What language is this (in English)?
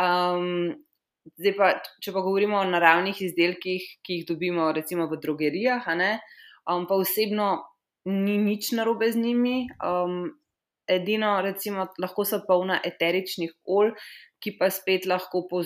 Slovenian